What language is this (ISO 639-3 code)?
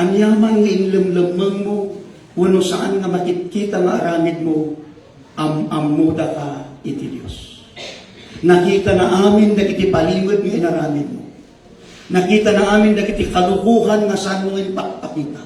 ilo